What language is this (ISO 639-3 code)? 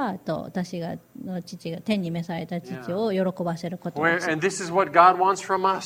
jpn